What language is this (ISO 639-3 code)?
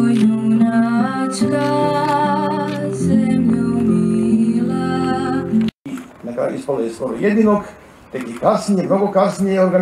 hrv